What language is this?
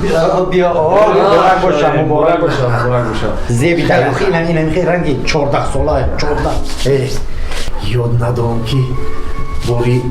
Tajik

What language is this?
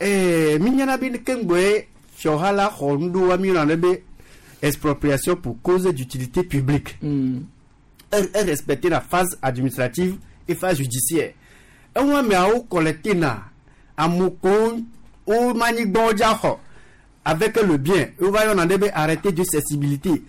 Gen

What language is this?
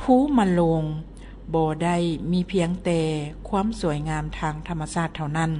Lao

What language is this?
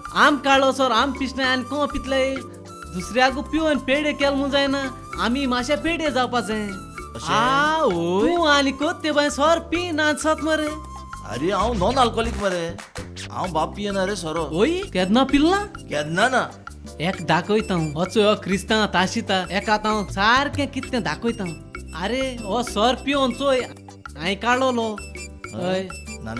Konkani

